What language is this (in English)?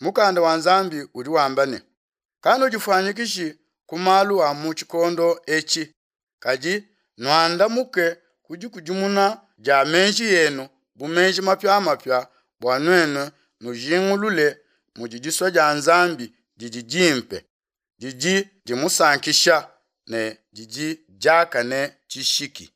Luba-Lulua